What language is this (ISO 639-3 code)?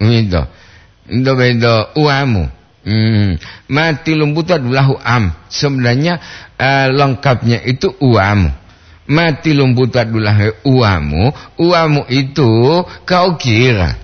gor